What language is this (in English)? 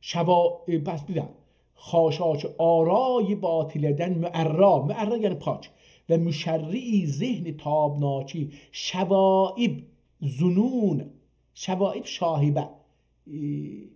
South Azerbaijani